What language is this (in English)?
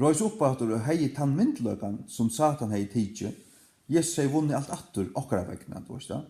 Faroese